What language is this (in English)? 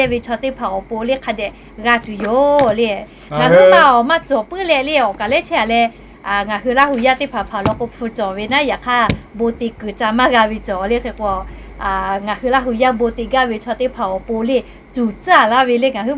Lahu